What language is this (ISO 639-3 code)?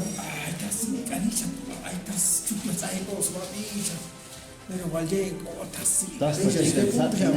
cac